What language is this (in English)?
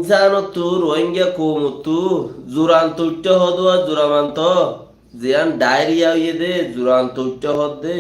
Rohingya